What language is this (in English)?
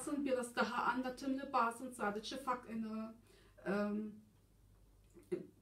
Turkish